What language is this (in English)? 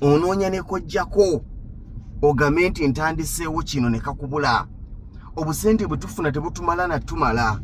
Ganda